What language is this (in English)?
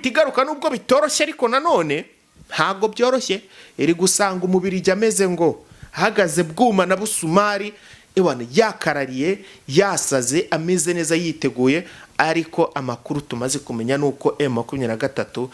Kinyarwanda